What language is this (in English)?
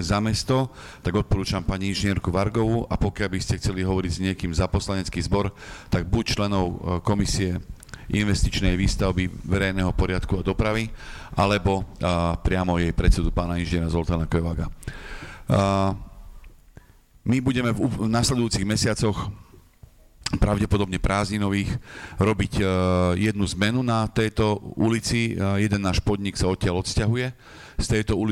Slovak